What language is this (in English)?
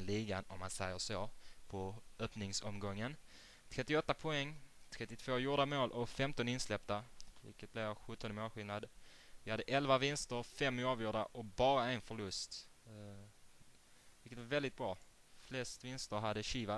Swedish